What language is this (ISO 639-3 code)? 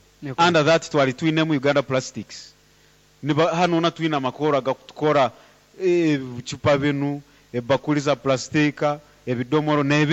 nyo